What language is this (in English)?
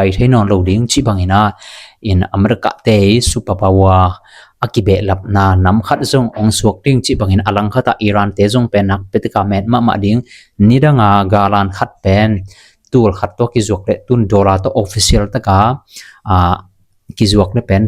Tedim Chin